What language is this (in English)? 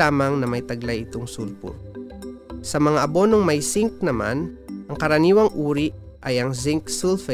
Filipino